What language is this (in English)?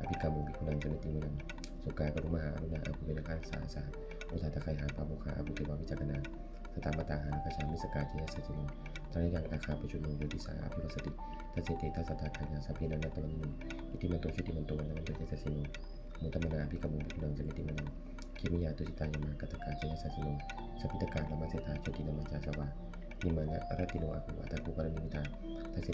Pali